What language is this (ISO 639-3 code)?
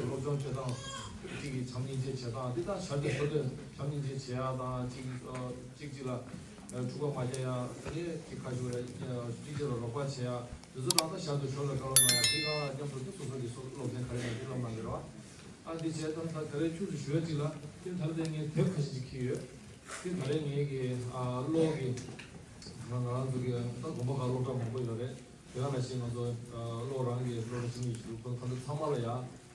bod